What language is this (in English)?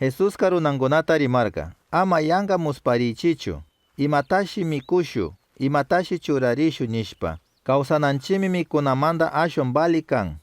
Chimborazo Highland Quichua